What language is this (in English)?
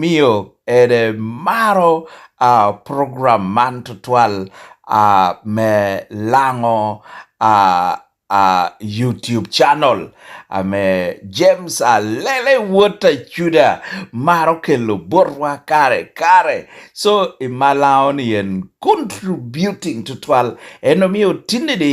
Lango (Uganda)